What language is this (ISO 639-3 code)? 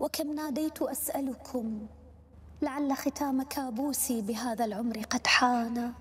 acm